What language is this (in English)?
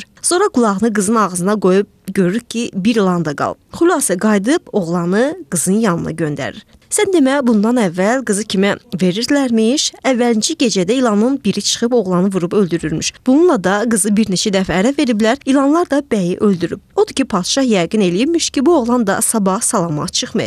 Azerbaijani